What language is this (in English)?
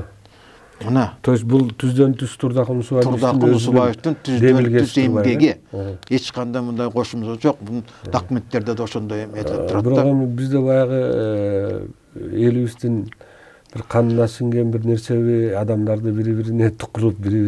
Kyrgyz